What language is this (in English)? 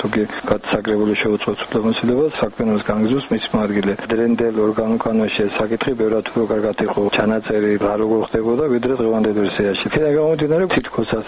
Georgian